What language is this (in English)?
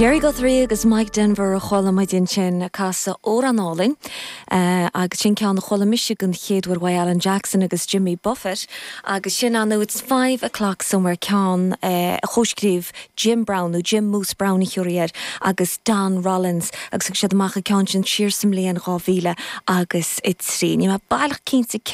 Irish